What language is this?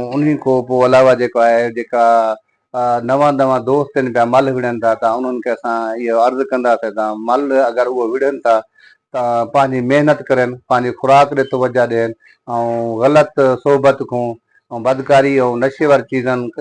Sindhi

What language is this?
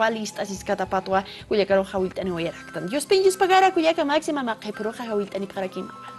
Aymara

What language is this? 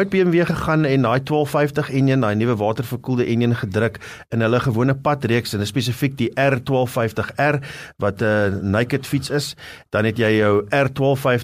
Afrikaans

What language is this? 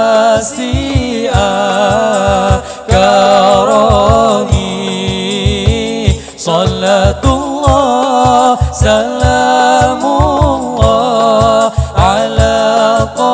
Malay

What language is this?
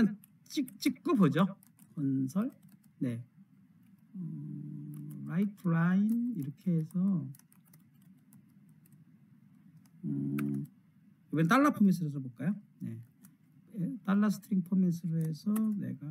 Korean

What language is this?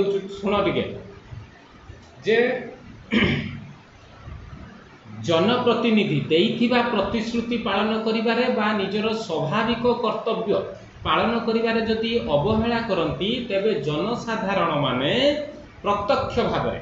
Odia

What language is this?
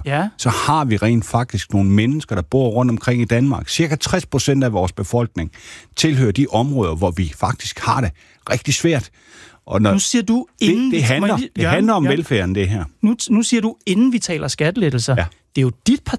Danish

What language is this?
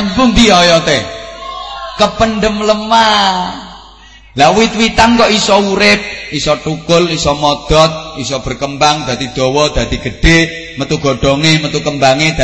Javanese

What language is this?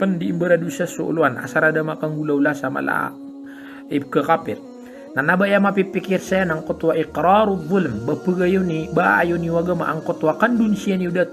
Maranao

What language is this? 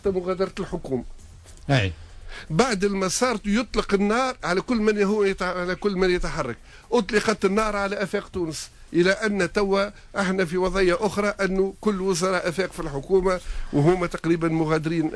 Tunisian Arabic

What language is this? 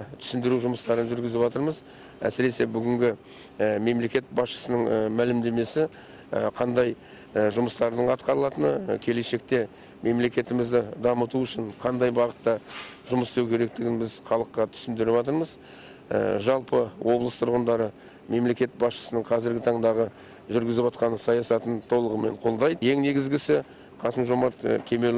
Kazakh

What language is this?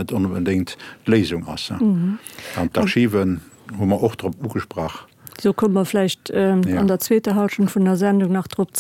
Luxembourgish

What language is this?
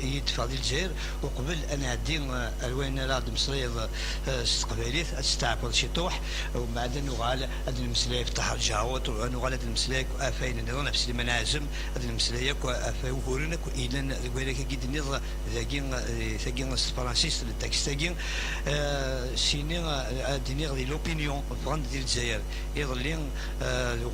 Kabyle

